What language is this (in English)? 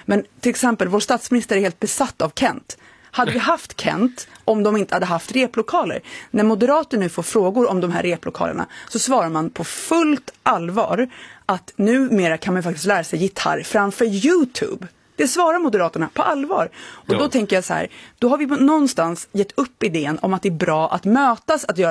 Swedish